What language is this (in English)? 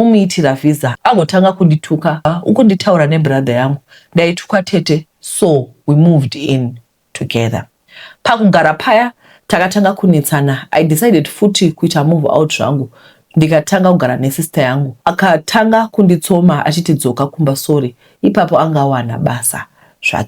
Shona